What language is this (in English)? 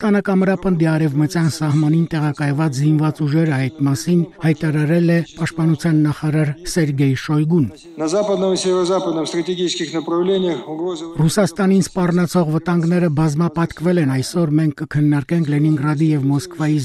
Armenian